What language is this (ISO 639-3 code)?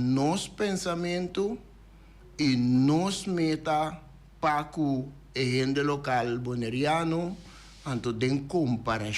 pap